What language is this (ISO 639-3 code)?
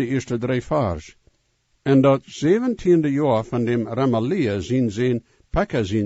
pdt